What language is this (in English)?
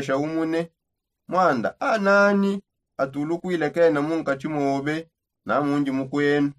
Songe